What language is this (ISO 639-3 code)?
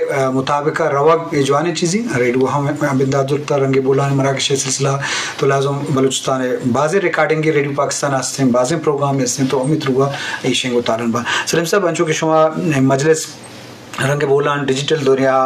bal